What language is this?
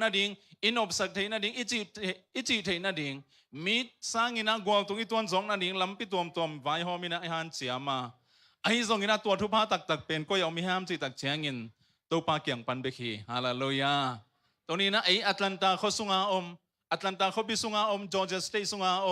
Tedim Chin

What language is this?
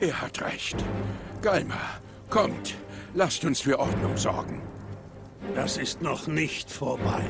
Swiss German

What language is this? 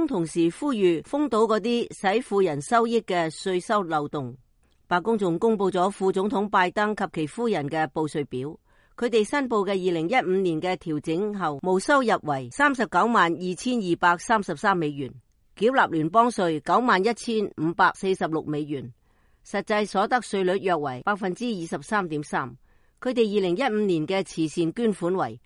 Cantonese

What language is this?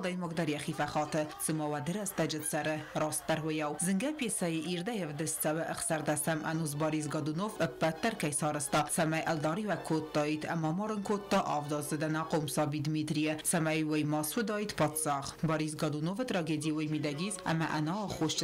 Ossetic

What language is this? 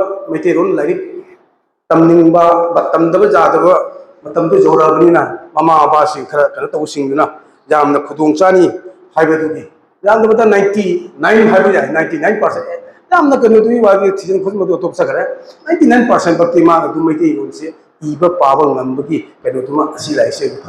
Manipuri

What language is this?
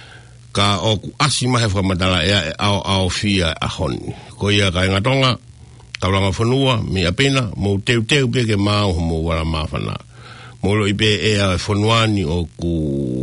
Tongan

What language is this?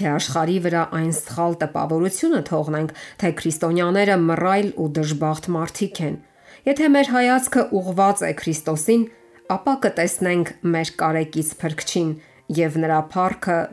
Armenian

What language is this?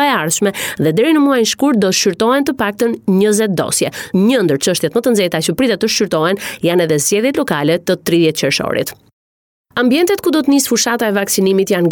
Albanian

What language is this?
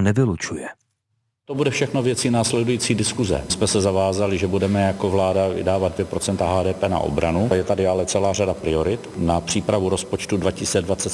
Czech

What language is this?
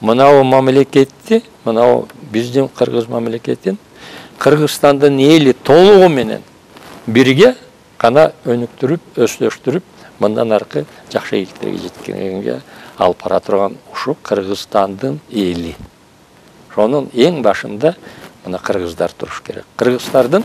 Kyrgyz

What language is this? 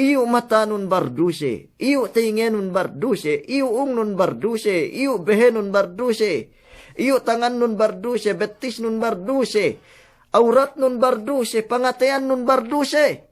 Yakan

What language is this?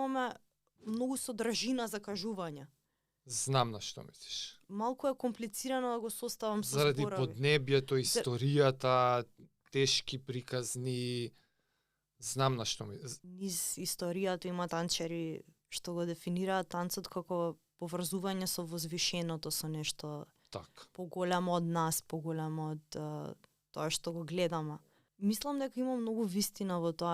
Macedonian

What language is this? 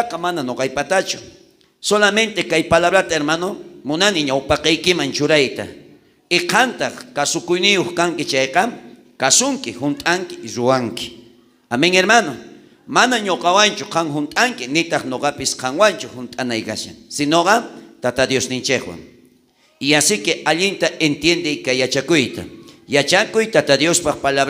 South Bolivian Quechua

